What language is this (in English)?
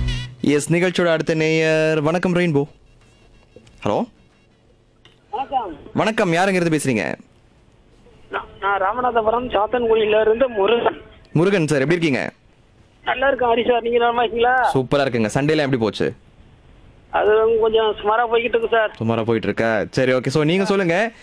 Tamil